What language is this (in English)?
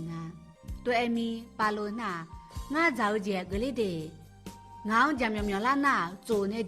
Akha